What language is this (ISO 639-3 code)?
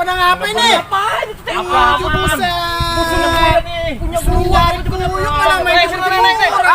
bew